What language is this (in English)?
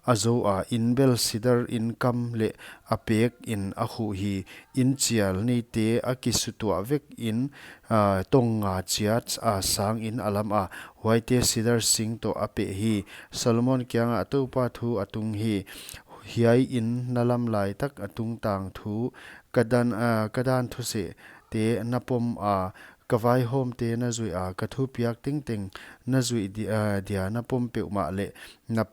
Paite Chin